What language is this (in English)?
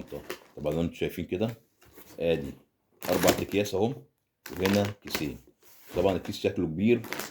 Egyptian Arabic